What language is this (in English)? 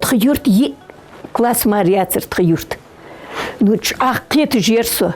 Ingush